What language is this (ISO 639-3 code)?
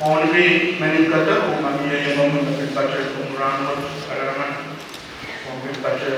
pon